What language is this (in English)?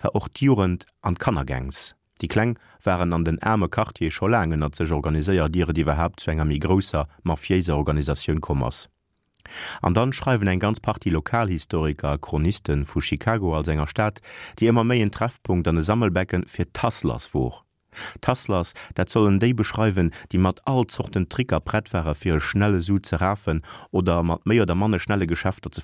Luxembourgish